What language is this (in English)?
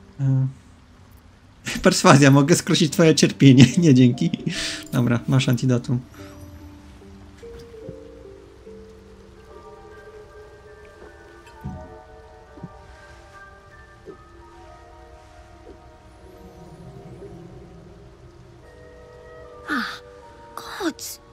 Polish